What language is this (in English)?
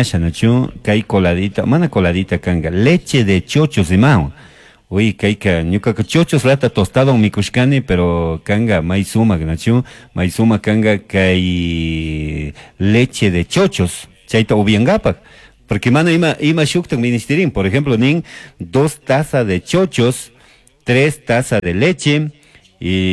Chimborazo Highland Quichua